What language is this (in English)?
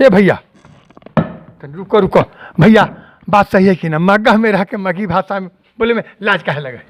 Magahi